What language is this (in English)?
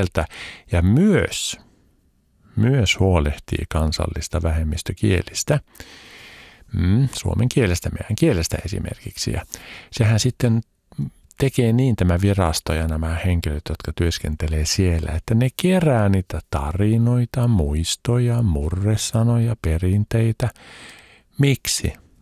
Finnish